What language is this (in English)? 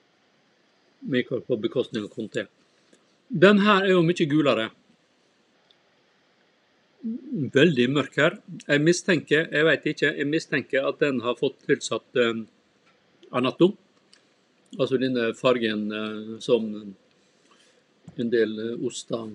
Norwegian